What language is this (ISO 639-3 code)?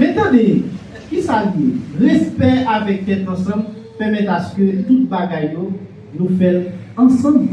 hat